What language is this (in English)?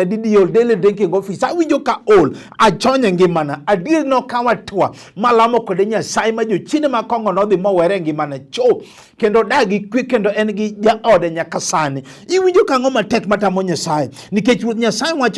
Luo (Kenya and Tanzania)